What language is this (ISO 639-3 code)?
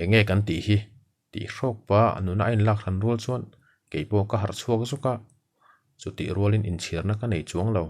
lus